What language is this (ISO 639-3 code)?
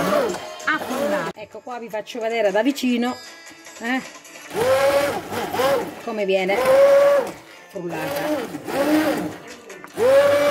ita